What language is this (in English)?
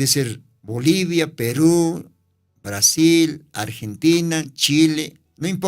Aymara